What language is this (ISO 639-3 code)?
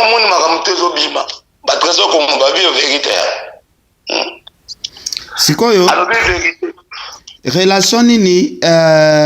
lin